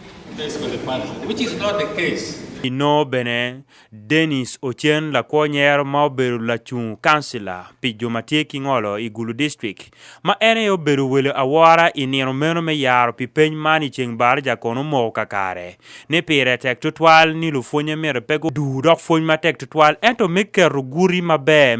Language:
Acoli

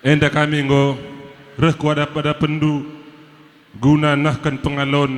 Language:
Batak Karo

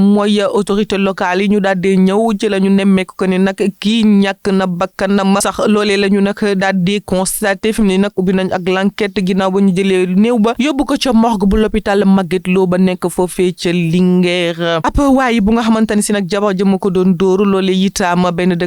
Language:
Wolof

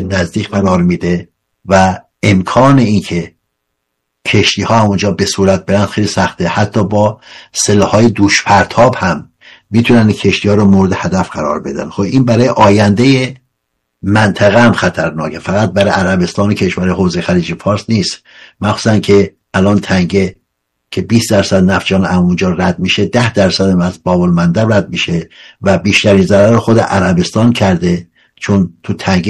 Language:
Persian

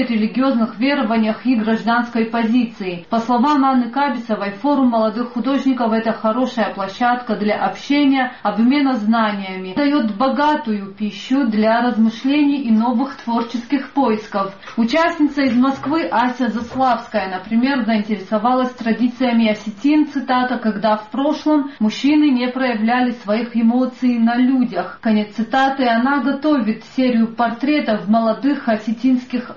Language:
Russian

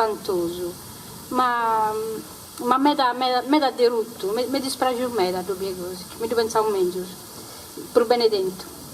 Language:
Sardinian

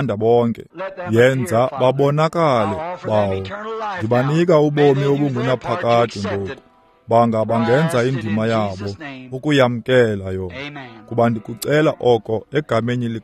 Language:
Xhosa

